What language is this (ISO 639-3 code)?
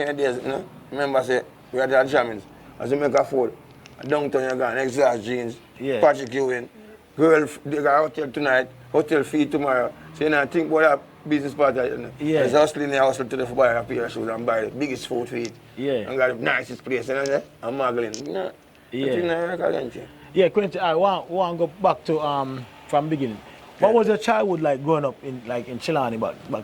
jam